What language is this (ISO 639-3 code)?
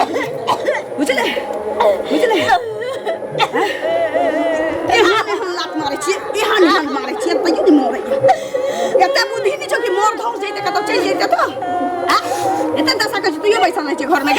mai